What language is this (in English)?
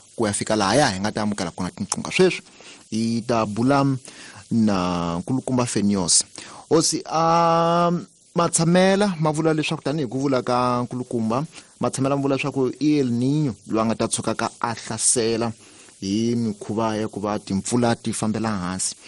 Tsonga